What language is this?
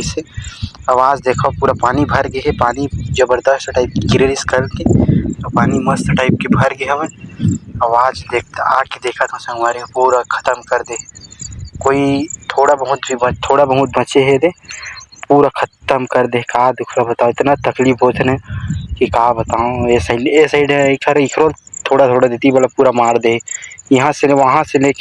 Chhattisgarhi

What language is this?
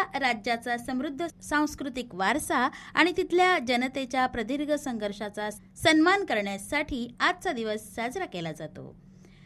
Marathi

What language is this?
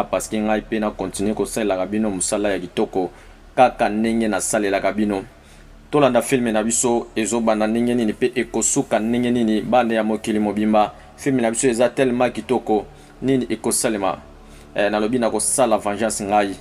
Lingala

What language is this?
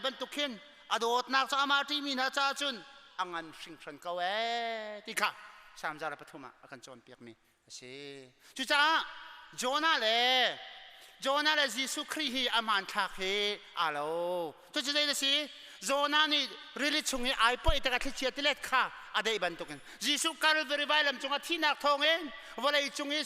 Hakha Chin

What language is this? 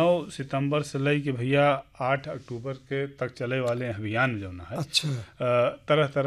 Bhojpuri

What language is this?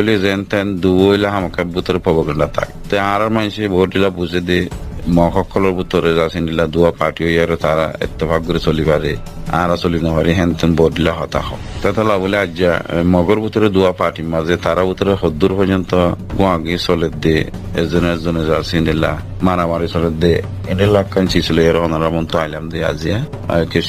Rohingya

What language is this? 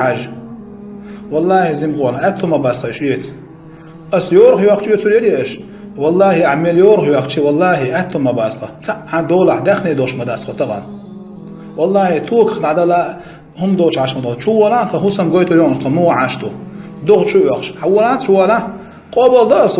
Chechen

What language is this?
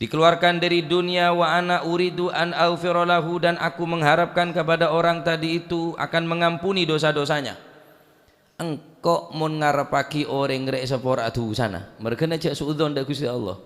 Madurese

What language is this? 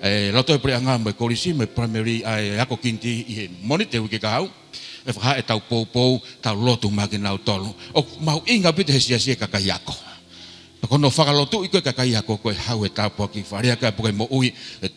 Tongan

